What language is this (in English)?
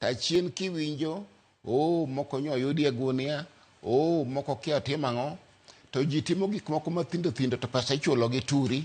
Luo (Kenya and Tanzania)